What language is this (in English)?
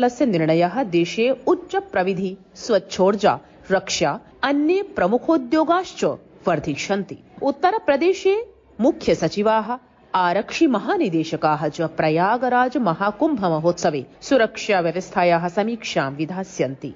Sanskrit